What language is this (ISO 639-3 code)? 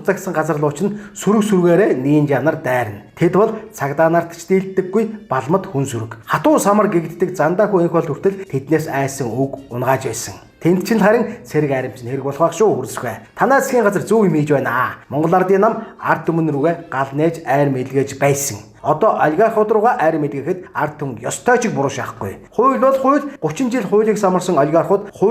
mon